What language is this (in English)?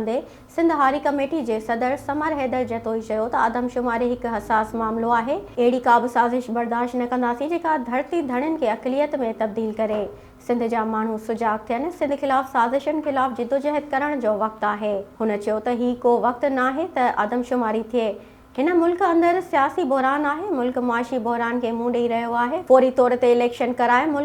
Sindhi